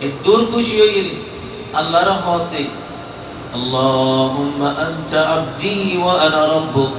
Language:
Rohingya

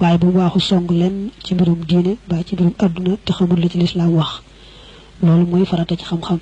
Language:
Wolof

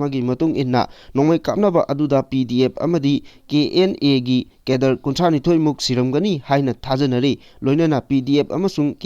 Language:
Manipuri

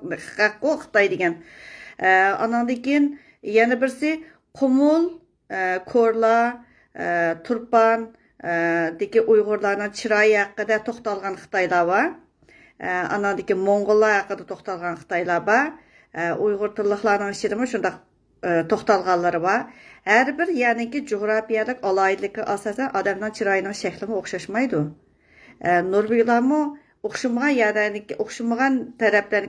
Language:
Uyghur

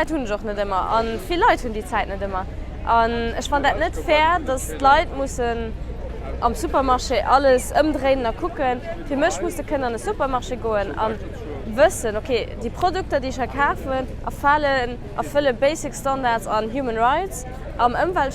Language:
Luxembourgish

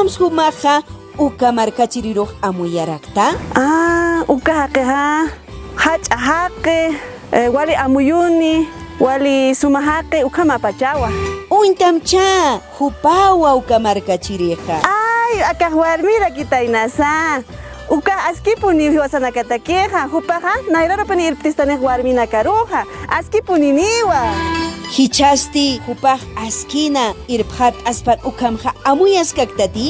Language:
Aymara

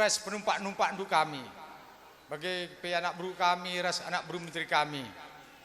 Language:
Batak Karo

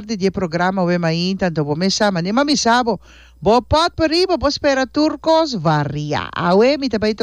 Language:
Papiamento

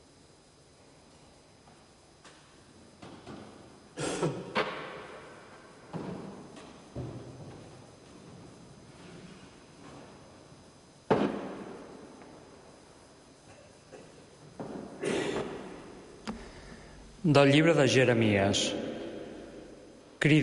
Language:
Catalan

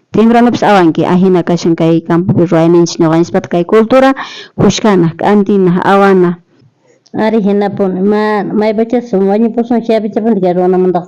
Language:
South Bolivian Quechua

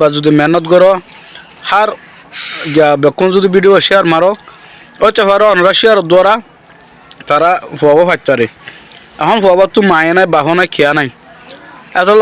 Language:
Rohingya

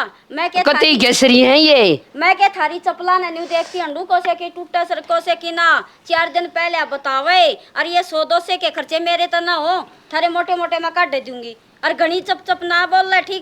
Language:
Haryanvi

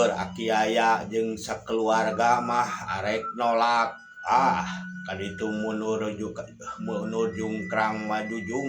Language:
Sundanese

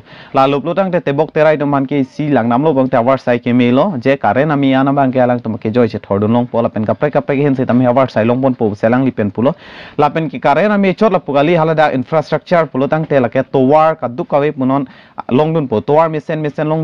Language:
Karbi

